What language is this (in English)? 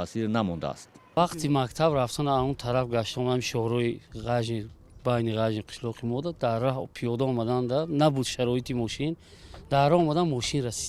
Tajik